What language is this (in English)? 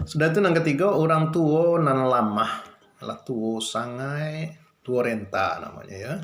Minangkabau